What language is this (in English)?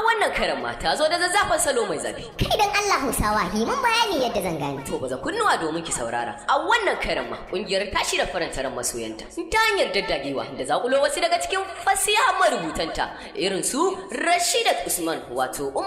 Hausa